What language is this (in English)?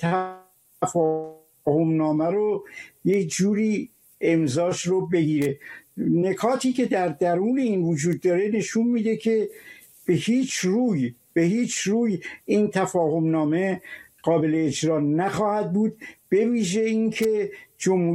Persian